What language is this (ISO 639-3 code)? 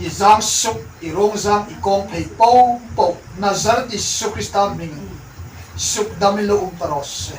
hmr